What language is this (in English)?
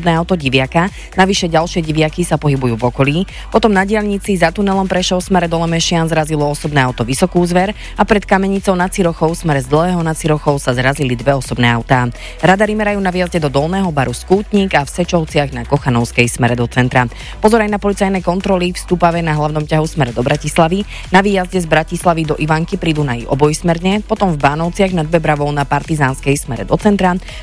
Slovak